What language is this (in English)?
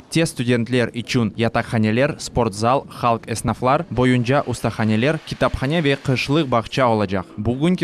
Crimean Tatar